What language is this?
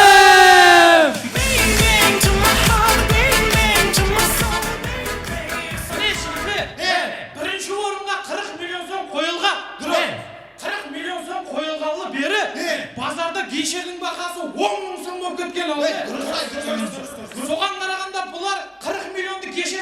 Kara-Kalpak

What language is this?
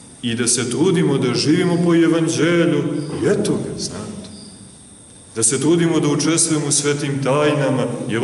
Serbian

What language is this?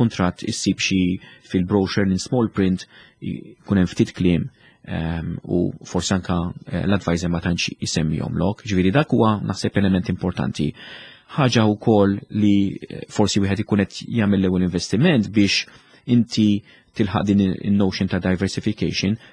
Maltese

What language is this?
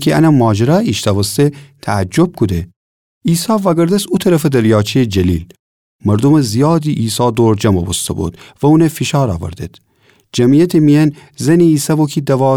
Gilaki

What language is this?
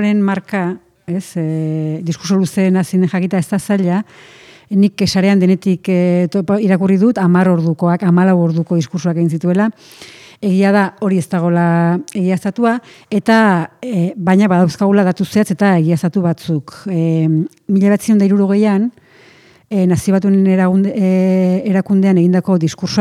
Basque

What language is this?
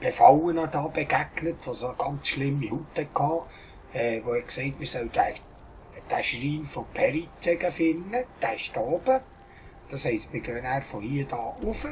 Swiss German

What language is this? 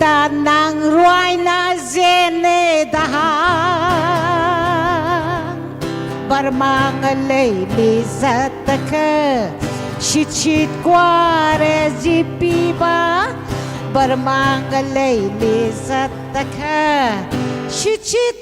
Tangkhul Naga (India)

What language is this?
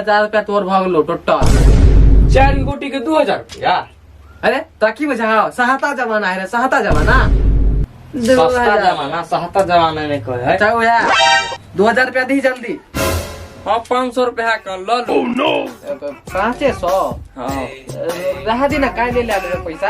Maithili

